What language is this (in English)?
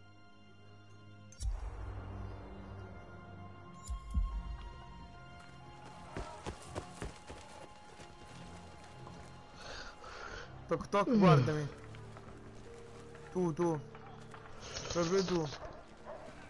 Italian